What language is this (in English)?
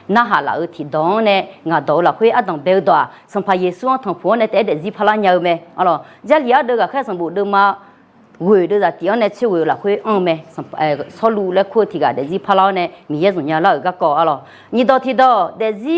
Akha